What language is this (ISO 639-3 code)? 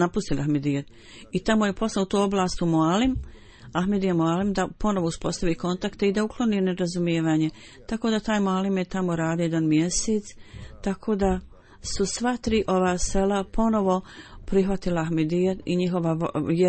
bos